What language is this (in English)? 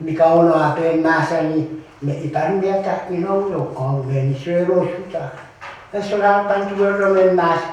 Pohnpeian